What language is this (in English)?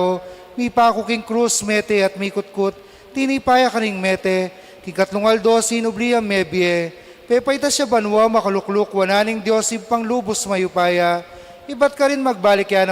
Pampanga